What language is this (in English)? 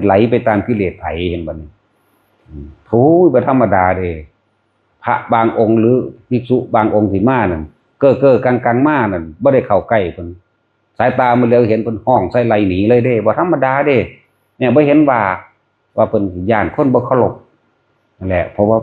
Northeastern Thai